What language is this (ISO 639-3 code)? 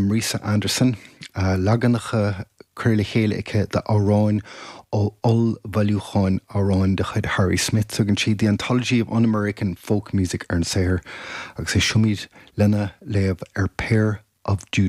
gle